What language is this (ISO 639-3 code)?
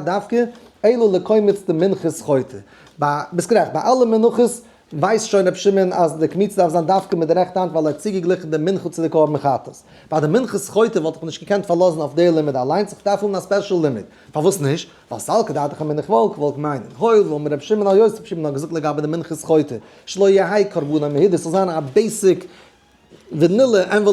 yid